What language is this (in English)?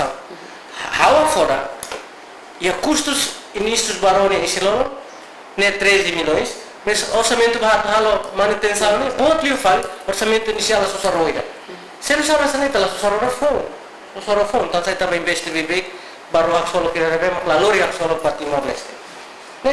Tetum